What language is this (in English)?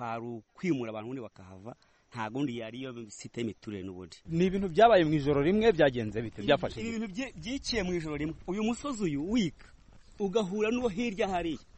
Kinyarwanda